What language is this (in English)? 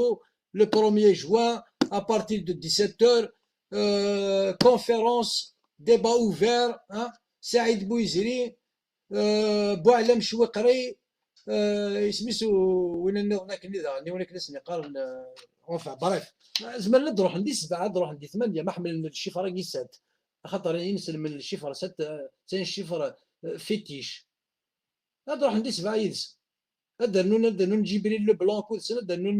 Kabyle